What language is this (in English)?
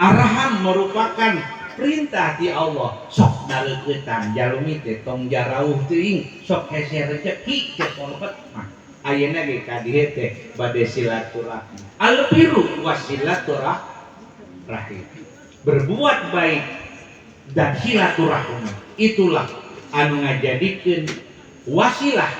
Sundanese